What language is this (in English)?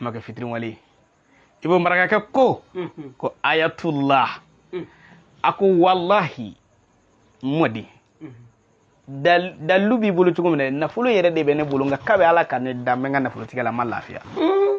Bambara